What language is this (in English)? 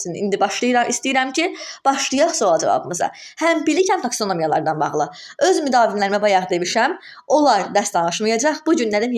Azerbaijani